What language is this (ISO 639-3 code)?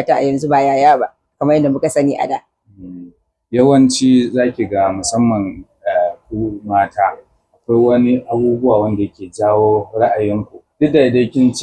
hau